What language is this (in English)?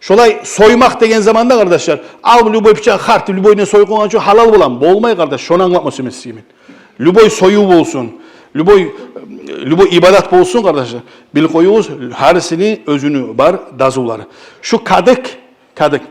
Kumyk